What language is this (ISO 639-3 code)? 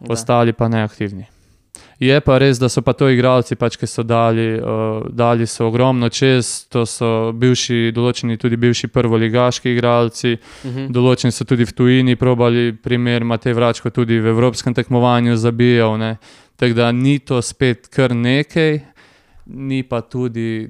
slv